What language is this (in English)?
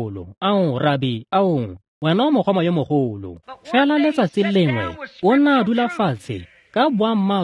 Tswana